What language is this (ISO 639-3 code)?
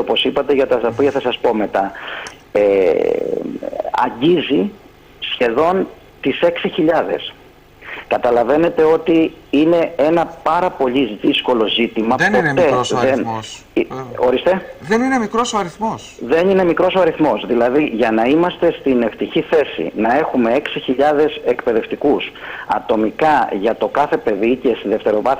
ell